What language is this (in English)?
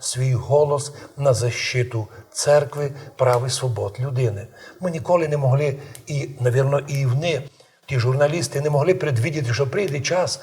Rusyn